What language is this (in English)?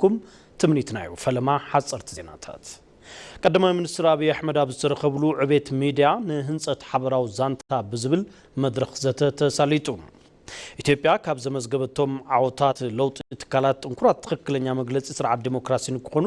Tigrinya